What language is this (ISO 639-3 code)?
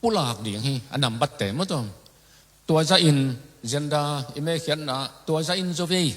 ctd